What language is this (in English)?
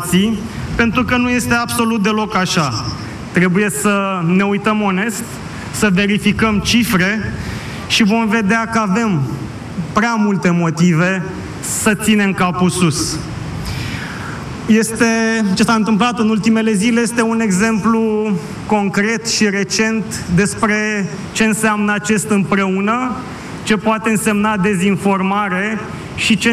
Romanian